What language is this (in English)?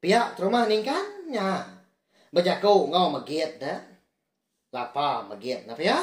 Iban